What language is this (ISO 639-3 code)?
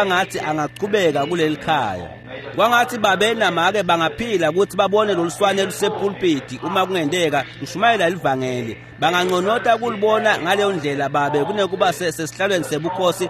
ssw